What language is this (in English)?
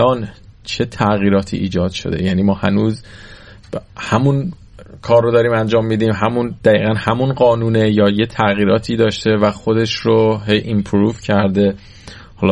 Persian